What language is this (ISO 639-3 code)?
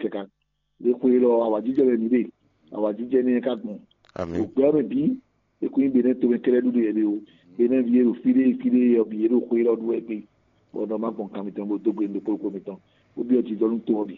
fon